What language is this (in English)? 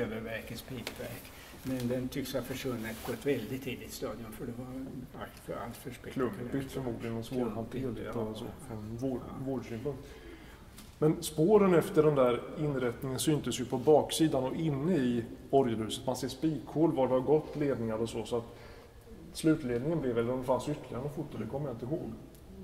Swedish